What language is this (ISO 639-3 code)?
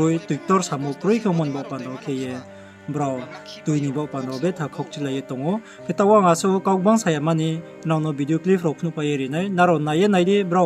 ria